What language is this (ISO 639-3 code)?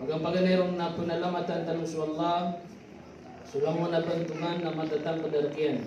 mrw